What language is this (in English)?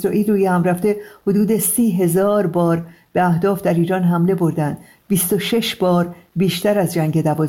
Persian